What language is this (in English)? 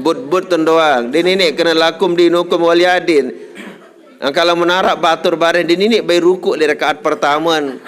Sasak